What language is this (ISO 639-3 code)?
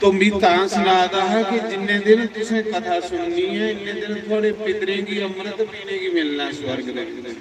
doi